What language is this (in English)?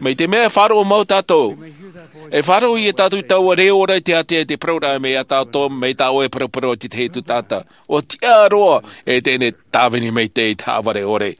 Tahitian